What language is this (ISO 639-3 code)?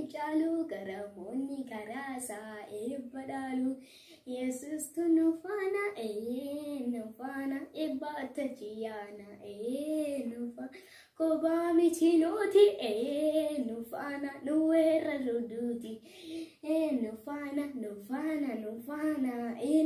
orm